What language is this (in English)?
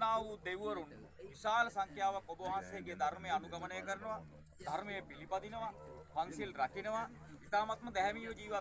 Sinhala